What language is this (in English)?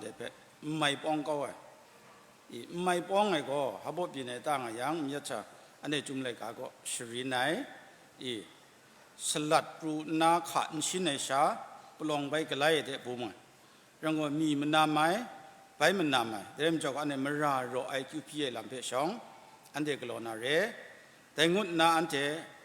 Kachin